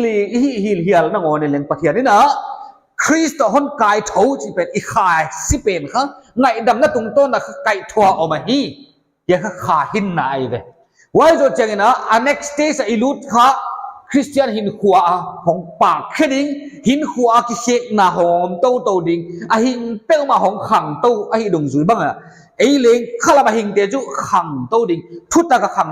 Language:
Paite Chin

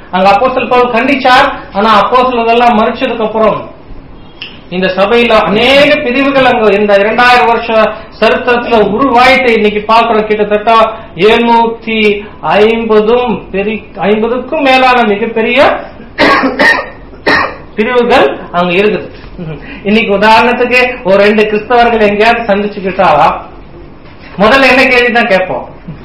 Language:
Tamil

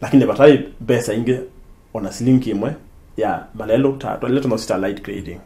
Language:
Kamba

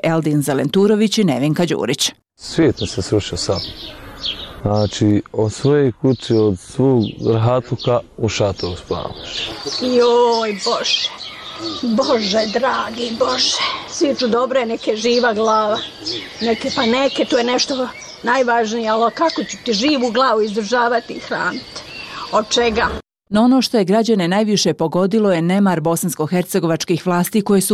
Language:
Bosnian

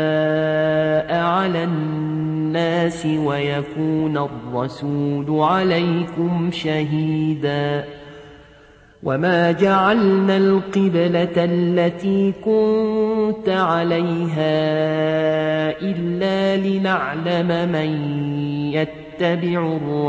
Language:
Arabic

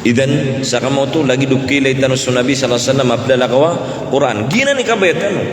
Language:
Maranao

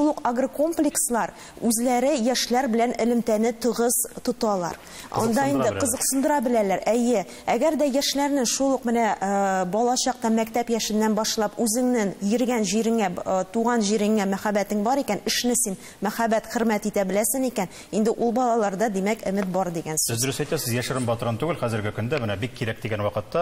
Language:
Tatar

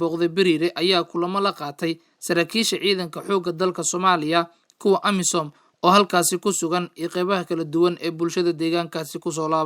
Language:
Somali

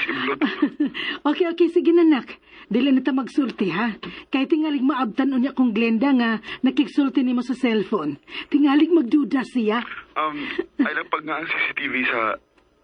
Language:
Cebuano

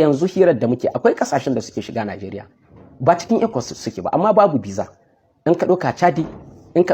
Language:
Hausa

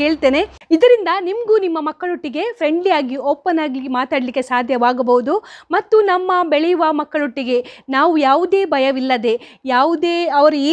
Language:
Kannada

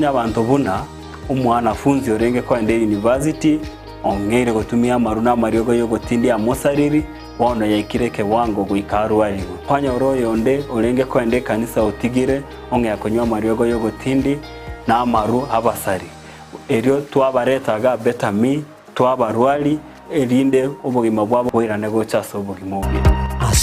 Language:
Gusii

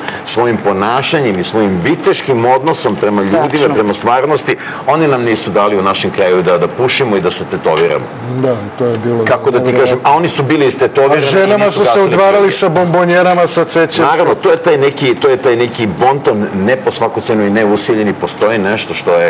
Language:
Serbian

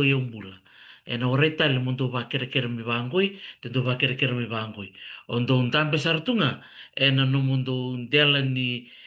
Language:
Fijian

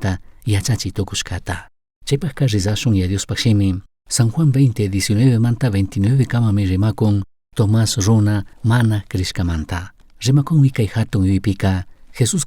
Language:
Chimborazo Highland Quichua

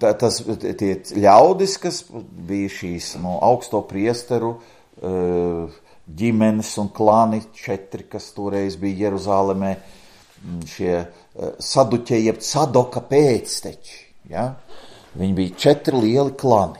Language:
Latvian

